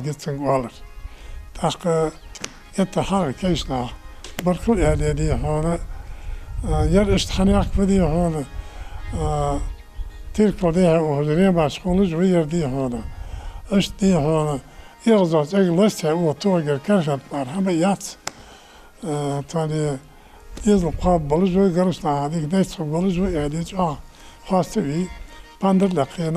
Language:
Ingush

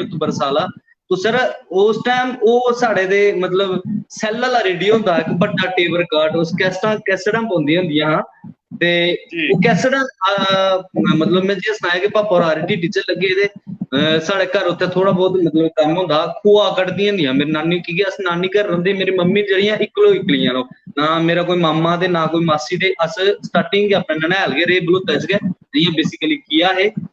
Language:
Dogri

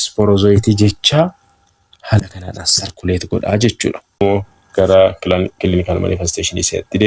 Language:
Oromo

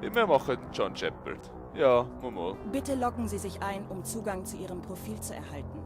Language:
Swiss German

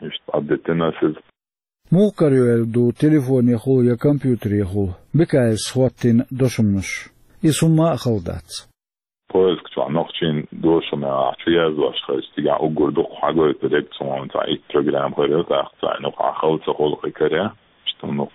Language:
Chechen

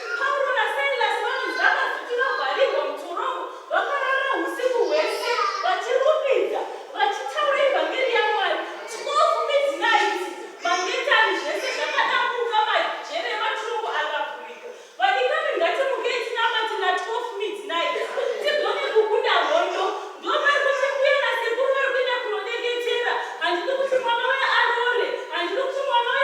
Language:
Shona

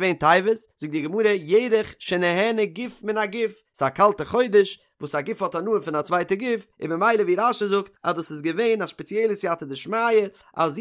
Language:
Yiddish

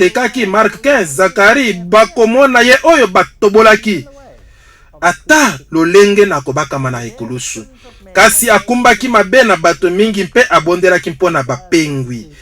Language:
Lingala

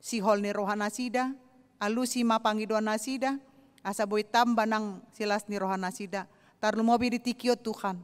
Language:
Batak Toba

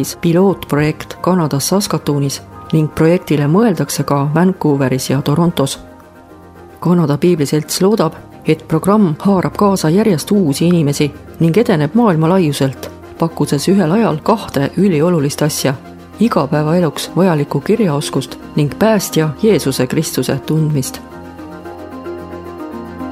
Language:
Estonian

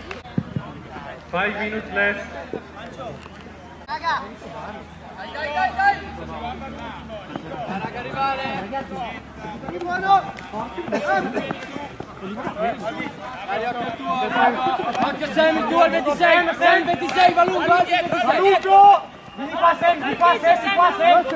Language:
Italian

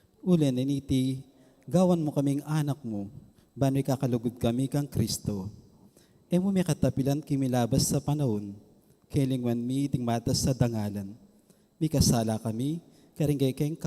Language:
Pampanga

